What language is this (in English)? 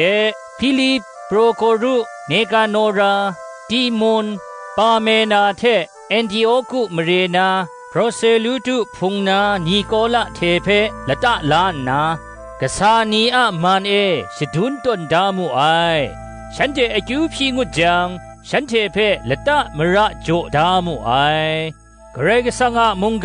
Kachin